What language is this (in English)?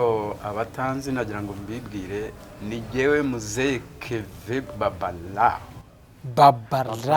Kinyarwanda